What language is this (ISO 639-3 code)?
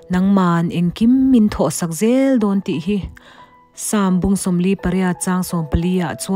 lus